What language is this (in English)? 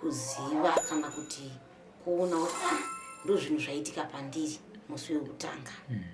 Shona